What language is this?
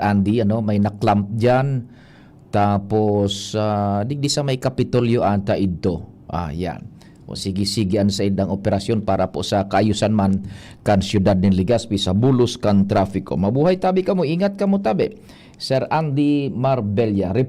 Bikol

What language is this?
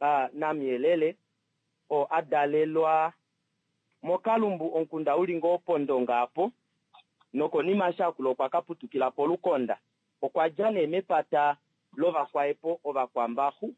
Kuanyama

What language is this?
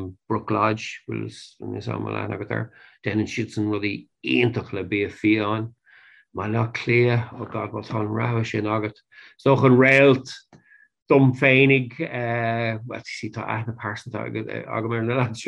Irish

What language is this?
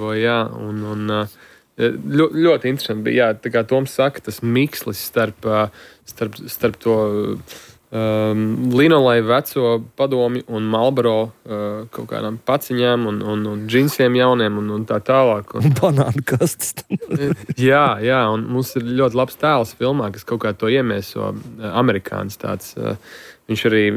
Latvian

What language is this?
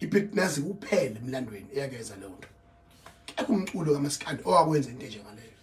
Zulu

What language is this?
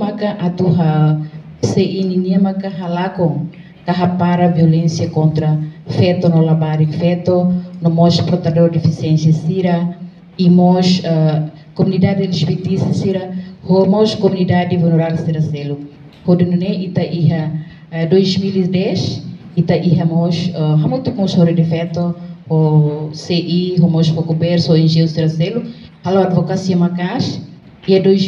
Tetum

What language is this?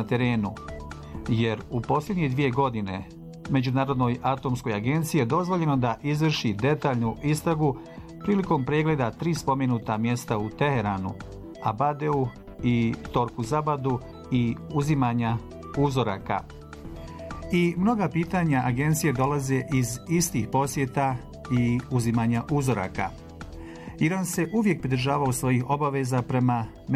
Bosnian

